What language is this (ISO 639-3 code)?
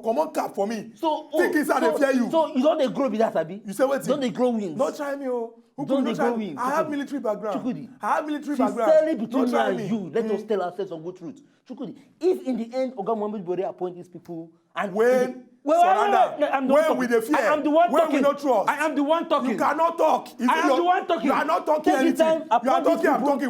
pcm